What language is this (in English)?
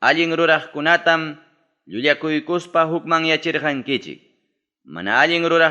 Ayacucho Quechua